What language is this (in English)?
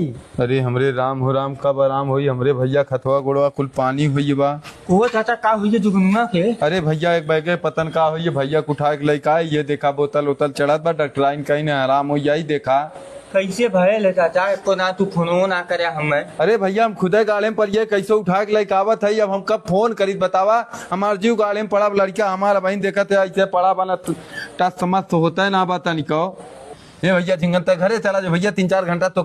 Awadhi